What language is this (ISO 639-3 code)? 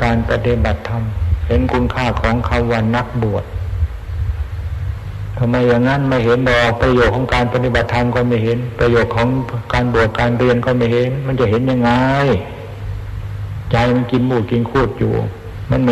tha